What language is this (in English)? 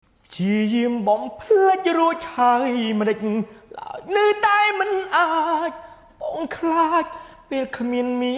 Khmer